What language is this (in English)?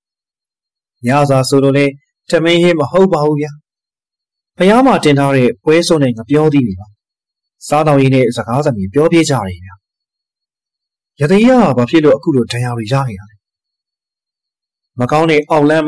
Burmese